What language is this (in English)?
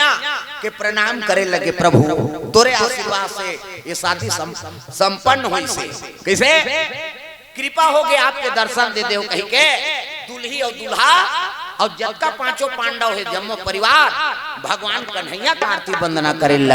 Chhattisgarhi